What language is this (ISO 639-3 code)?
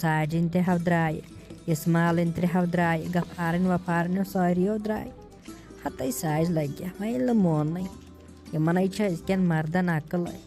kas